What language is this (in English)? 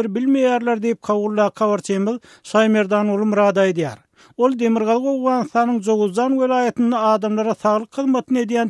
Turkmen